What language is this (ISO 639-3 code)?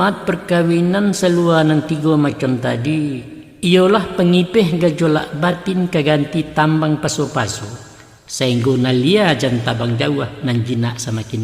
min